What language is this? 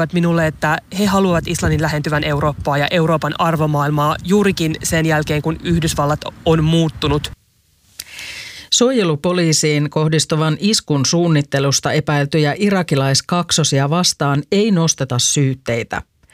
Finnish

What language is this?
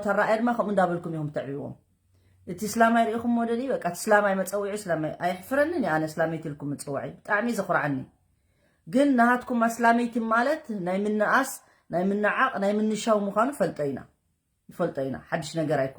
Tigrinya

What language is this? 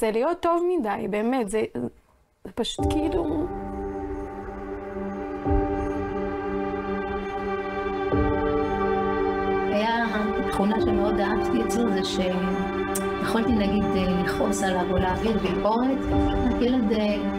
Hebrew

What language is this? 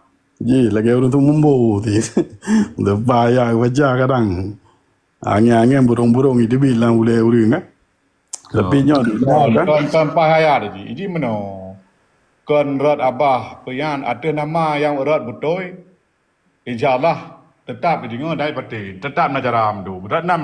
Achinese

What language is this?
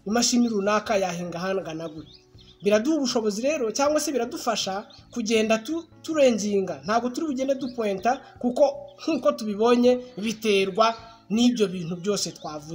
Kinyarwanda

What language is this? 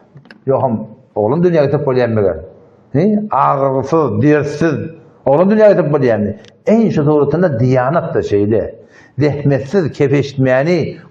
Turkmen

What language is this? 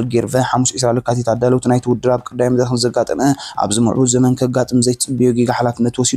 Tigrinya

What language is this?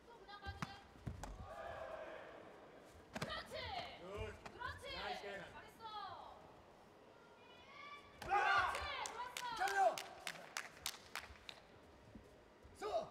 Korean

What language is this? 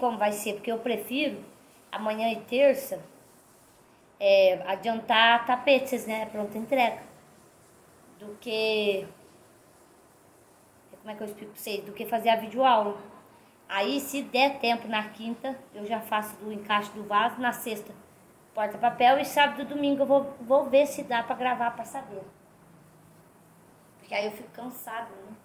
Portuguese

